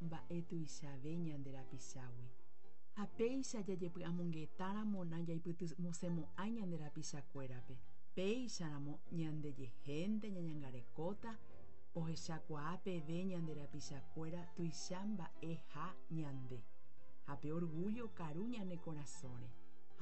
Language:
Guarani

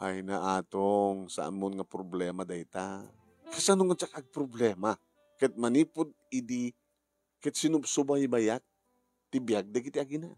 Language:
Iloko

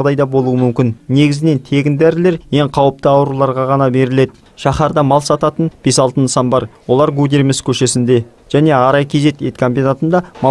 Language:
Kazakh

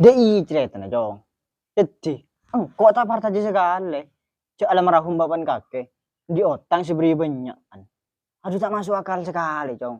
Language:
Madurese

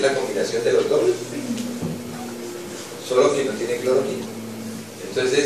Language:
Spanish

